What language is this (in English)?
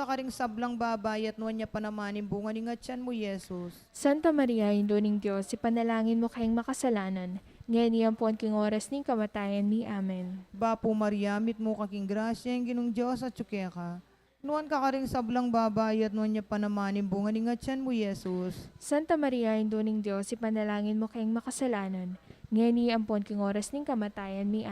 Pampanga